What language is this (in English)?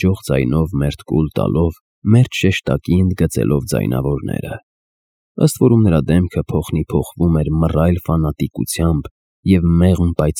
Armenian